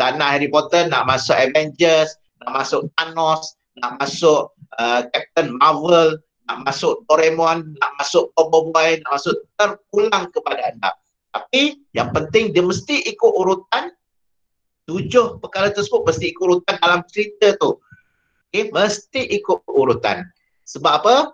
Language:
Malay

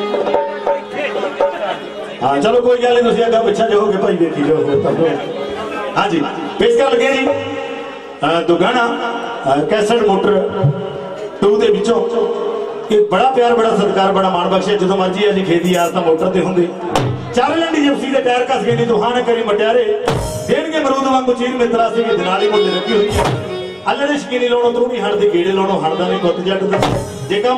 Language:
Punjabi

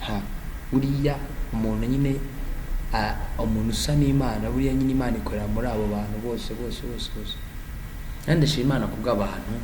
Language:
Kinyarwanda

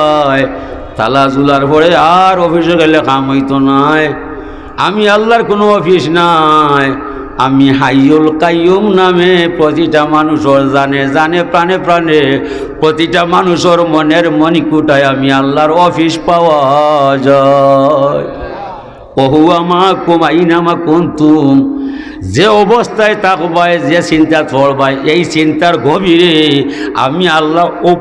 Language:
Sylheti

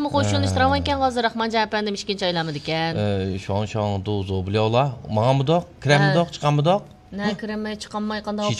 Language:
Uyghur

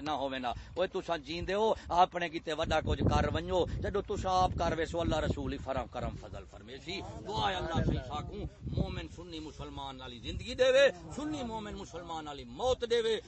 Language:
Saraiki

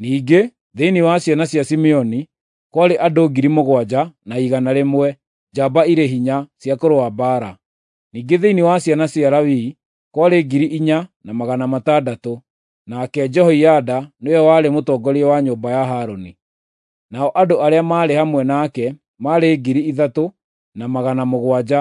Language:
Kikuyu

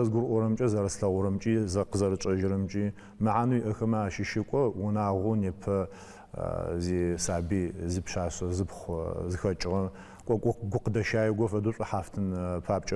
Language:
Adyghe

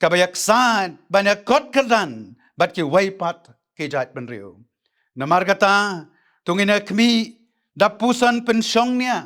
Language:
Khasi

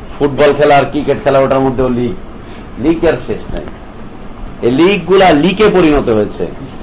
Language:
Bangla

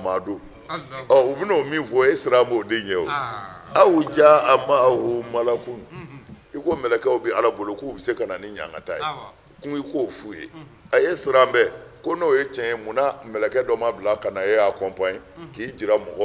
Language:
Bambara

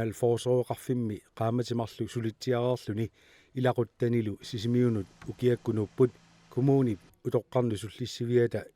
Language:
Kalaallisut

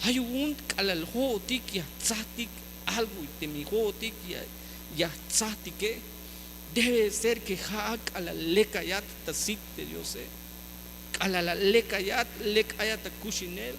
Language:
Tzeltal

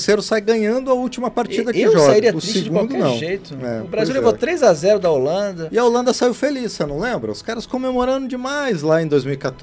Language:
Portuguese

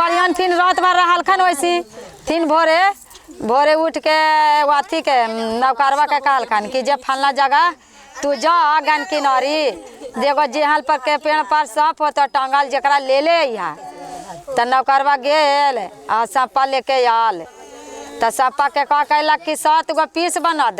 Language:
Magahi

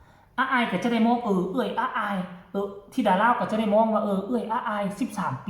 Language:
Northeastern Thai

